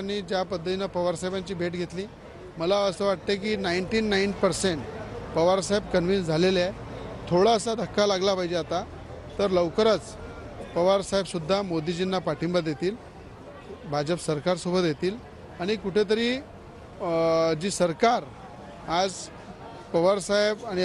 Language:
Marathi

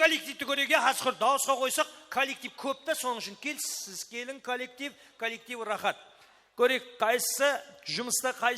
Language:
Kara-Kalpak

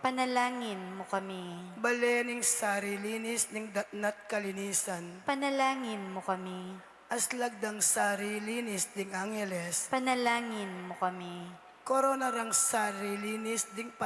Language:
Pampanga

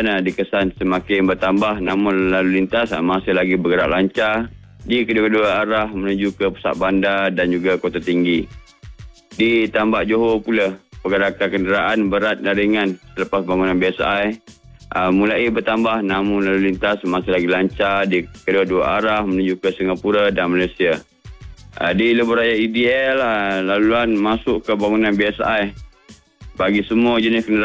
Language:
Malay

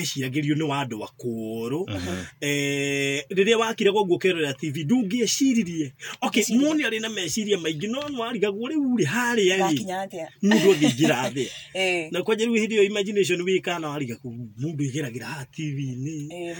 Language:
Kikuyu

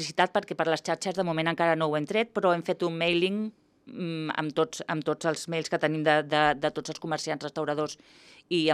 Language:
Catalan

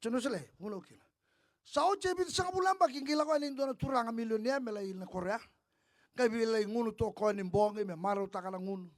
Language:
Fijian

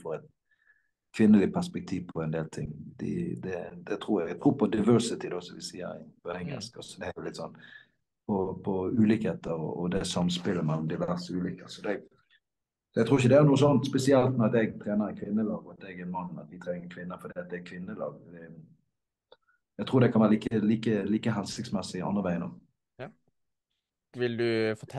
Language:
Norwegian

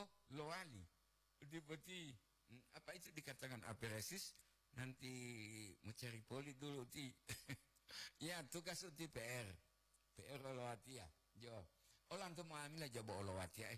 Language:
Gorontalo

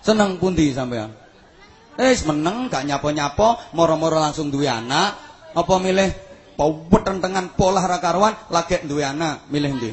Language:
Javanese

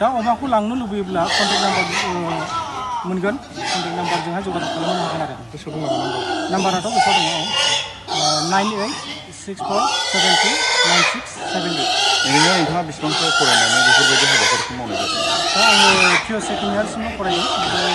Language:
Bodo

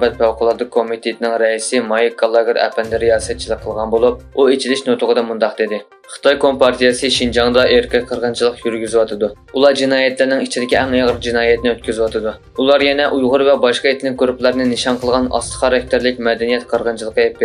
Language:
Uyghur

